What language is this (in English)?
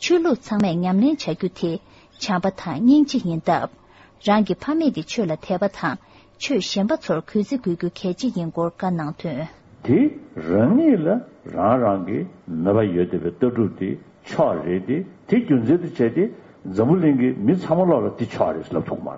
Tibetan